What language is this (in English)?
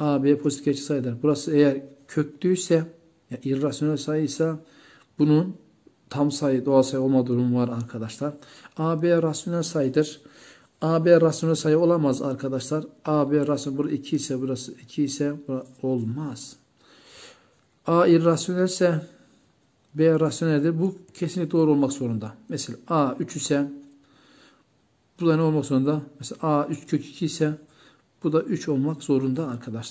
Turkish